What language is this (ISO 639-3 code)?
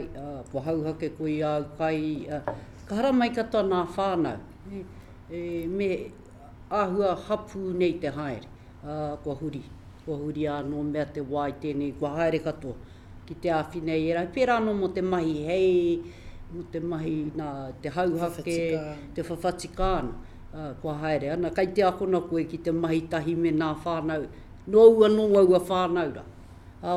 mri